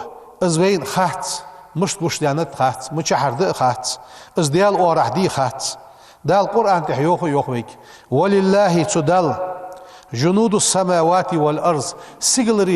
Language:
Ingush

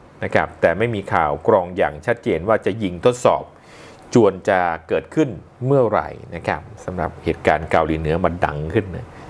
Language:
Thai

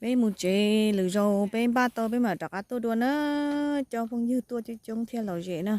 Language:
Hmong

